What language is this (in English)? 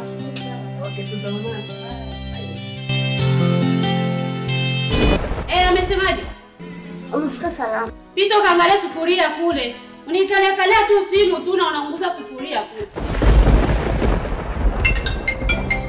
Swahili